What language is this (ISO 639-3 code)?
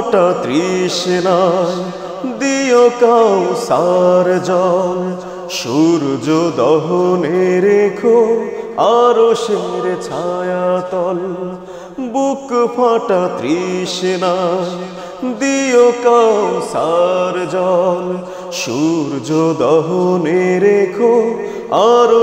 ben